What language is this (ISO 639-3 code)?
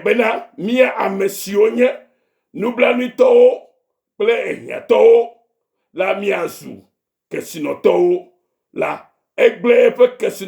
ewe